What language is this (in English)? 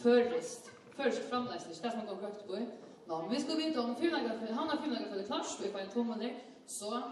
Faroese